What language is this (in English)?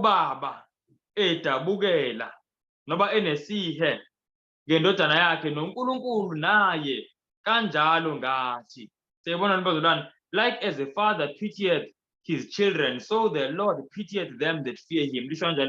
Zulu